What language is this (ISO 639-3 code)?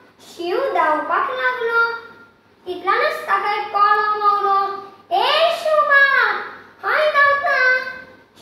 kok